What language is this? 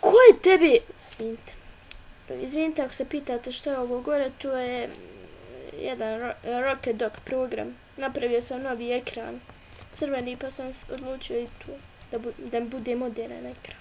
Bosnian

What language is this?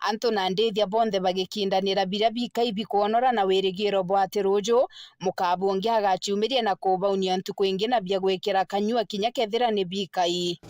Meru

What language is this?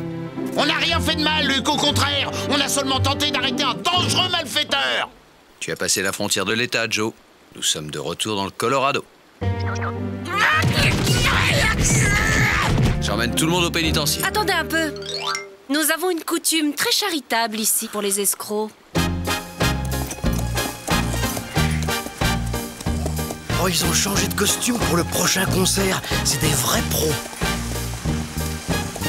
French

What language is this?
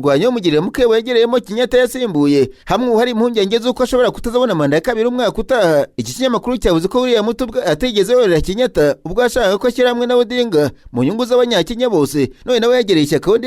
Kinyarwanda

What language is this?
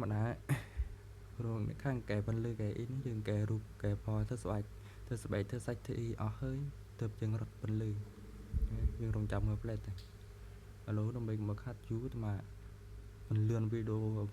Khmer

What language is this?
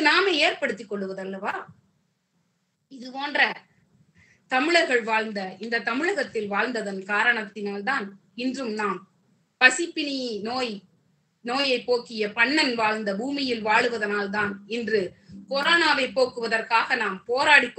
Tamil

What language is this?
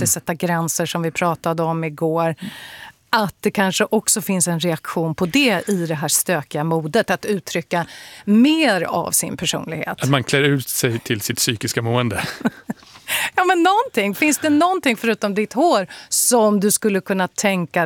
Swedish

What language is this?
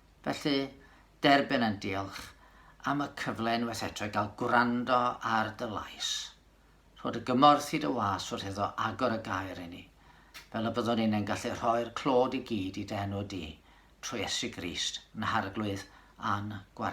Welsh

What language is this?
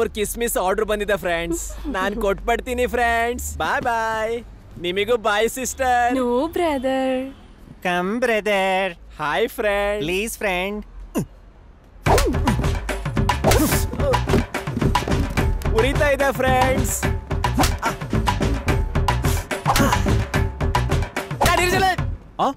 Kannada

